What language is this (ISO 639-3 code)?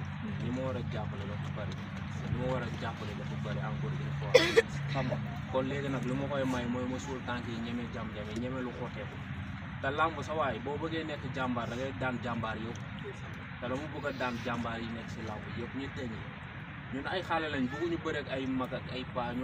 wol